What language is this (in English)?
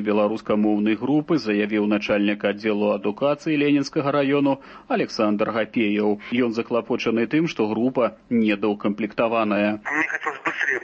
Belarusian